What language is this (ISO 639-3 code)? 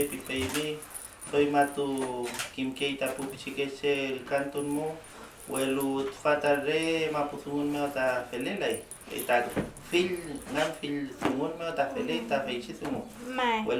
arn